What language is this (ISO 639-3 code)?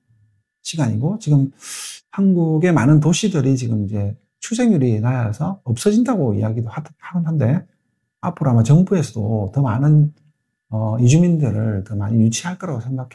kor